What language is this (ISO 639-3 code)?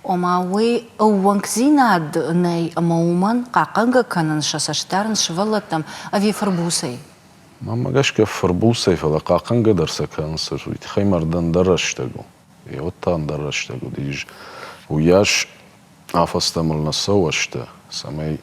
oss